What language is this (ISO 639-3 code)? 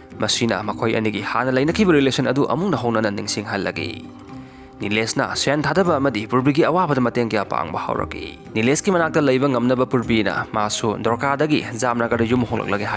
mni